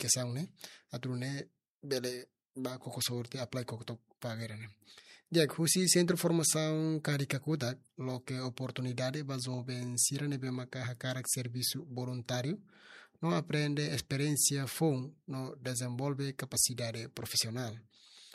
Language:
Tetum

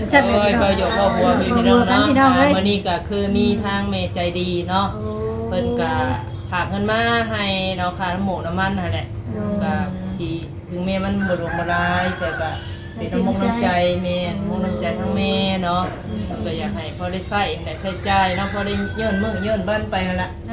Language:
Lao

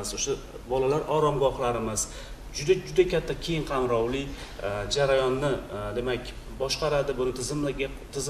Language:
Uzbek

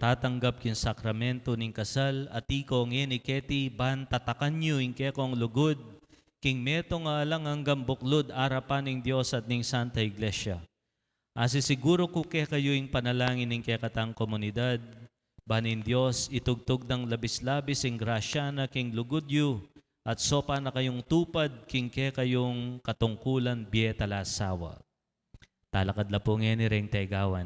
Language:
Pampanga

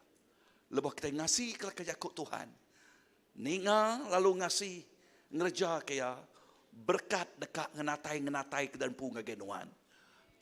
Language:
Iban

